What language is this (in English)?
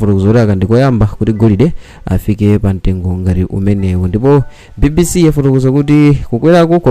Nyanja